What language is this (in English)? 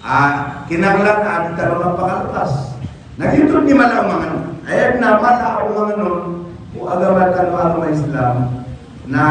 Maranao